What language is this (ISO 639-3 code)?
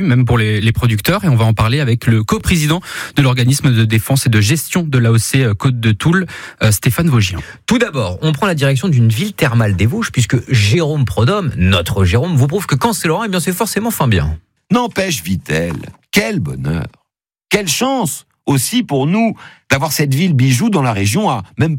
fra